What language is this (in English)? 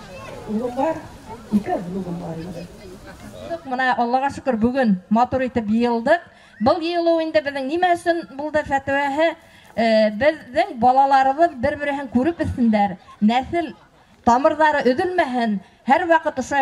Bashkir